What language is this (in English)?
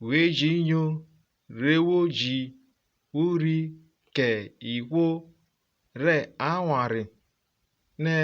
Urhobo